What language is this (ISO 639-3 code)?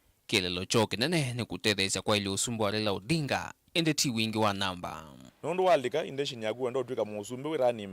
kam